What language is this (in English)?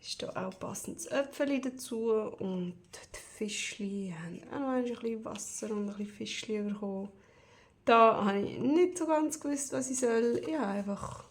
Swiss German